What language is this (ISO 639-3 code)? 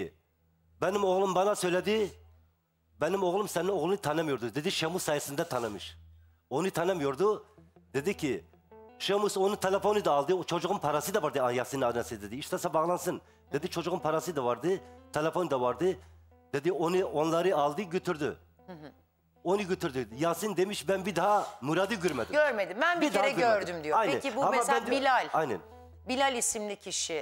tur